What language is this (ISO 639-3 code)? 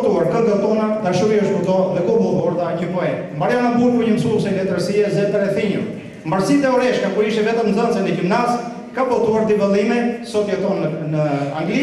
sqi